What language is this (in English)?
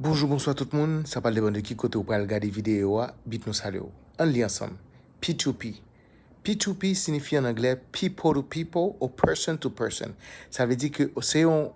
Haitian Creole